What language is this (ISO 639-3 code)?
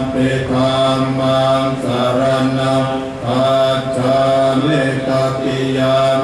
pli